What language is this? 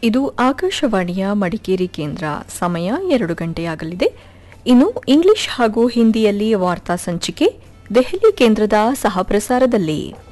Kannada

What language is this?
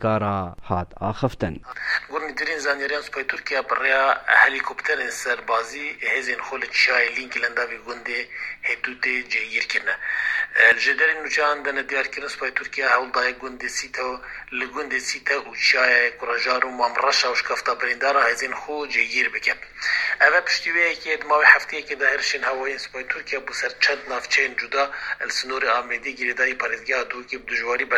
Kurdish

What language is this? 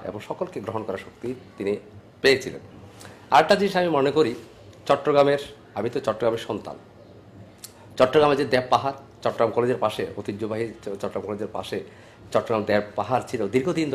Bangla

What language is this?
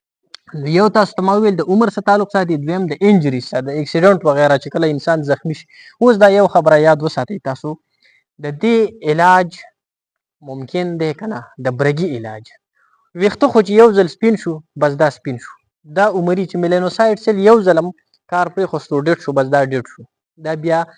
Pashto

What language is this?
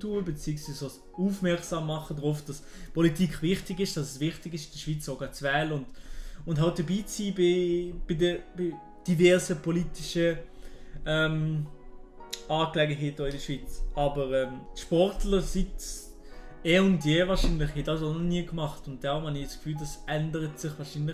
Swiss German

